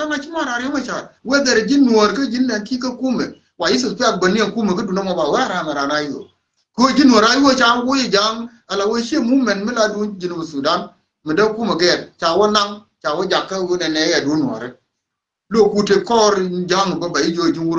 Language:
Nuer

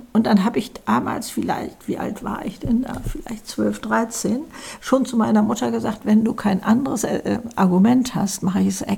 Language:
German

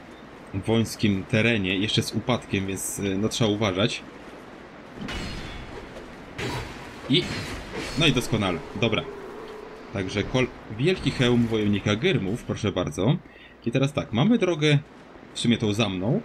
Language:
Polish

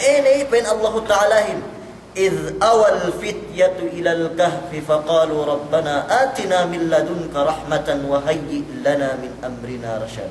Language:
Yakan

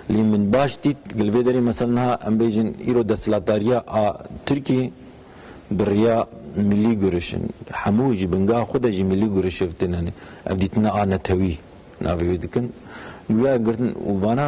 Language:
Kurdish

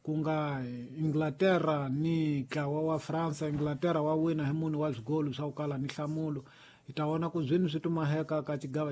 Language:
Tsonga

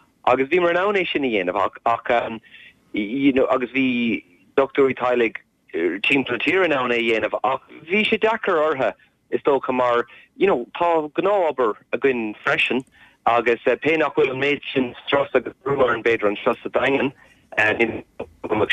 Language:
Irish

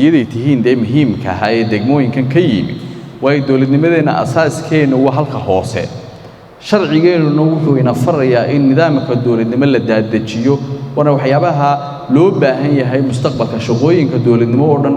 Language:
Somali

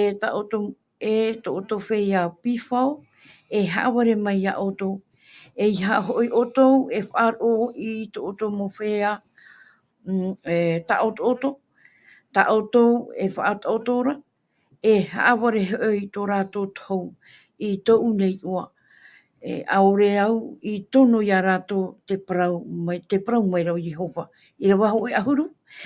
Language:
Tahitian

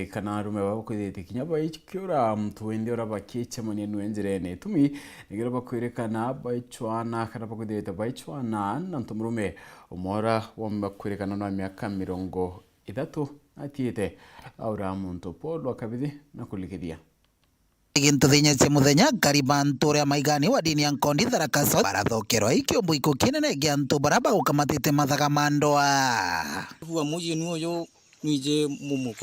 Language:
Meru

